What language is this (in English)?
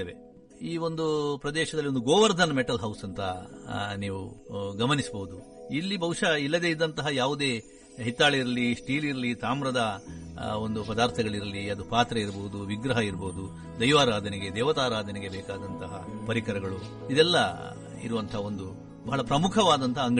Kannada